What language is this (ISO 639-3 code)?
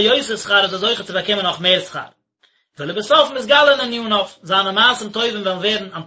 yid